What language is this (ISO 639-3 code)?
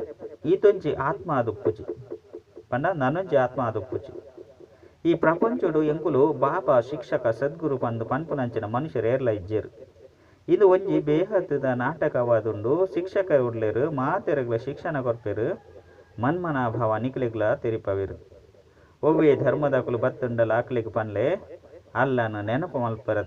tcy